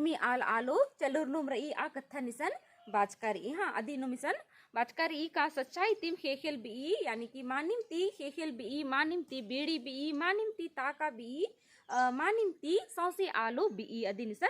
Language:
Kurukh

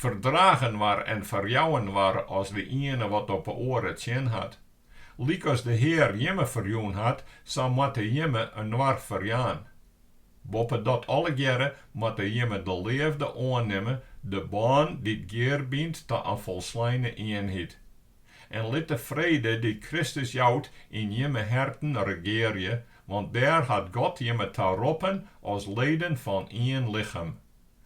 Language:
Western Frisian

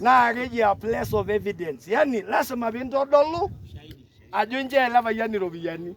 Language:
Masai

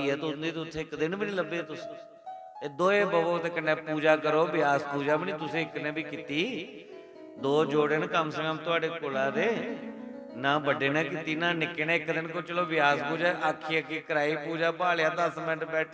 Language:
Dogri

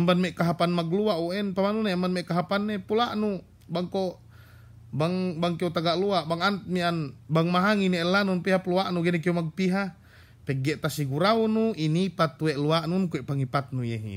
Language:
Yakan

